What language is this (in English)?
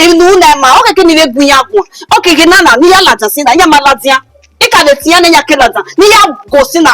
Bini